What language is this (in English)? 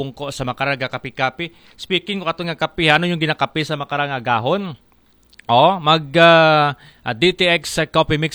Aklanon